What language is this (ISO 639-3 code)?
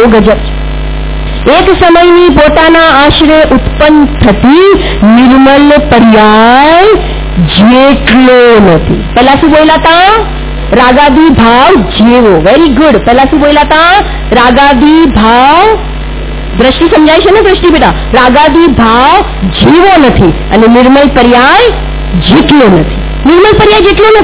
guj